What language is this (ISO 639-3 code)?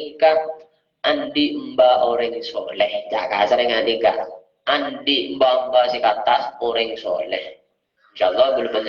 mad